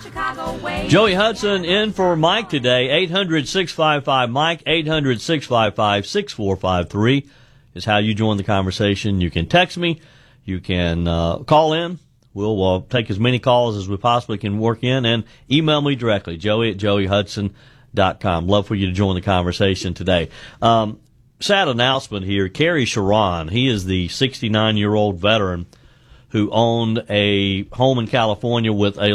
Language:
English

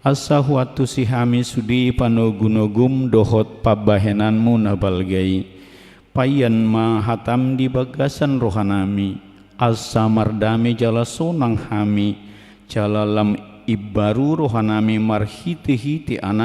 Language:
Batak Toba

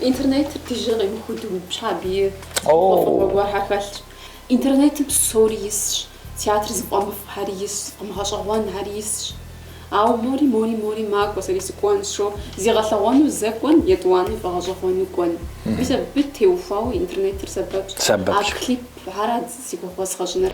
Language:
Kabardian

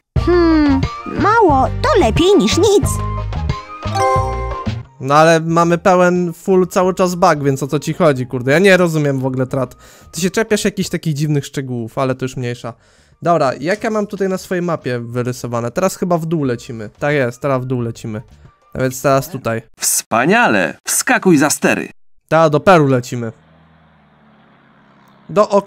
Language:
Polish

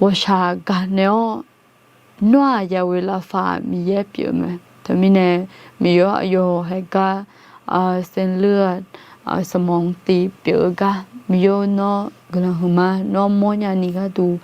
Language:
Akha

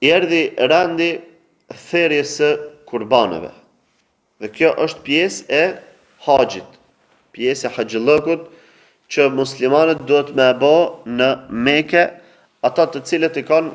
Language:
Albanian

